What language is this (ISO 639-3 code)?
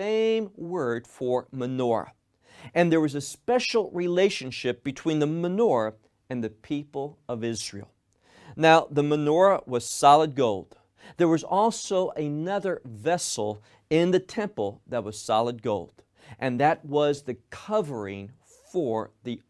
eng